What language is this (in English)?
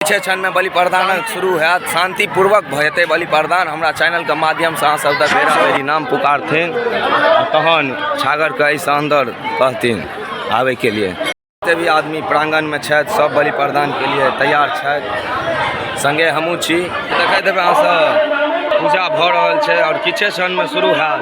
Maithili